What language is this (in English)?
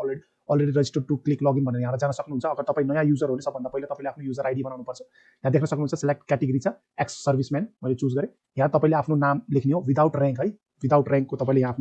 Nepali